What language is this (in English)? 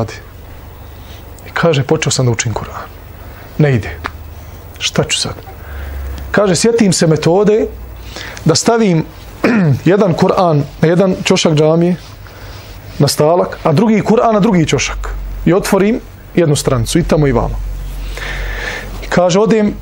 Bosnian